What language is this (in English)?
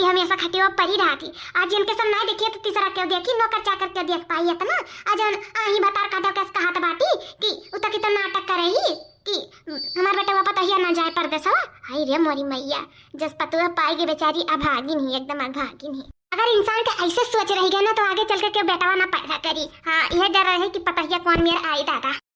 Awadhi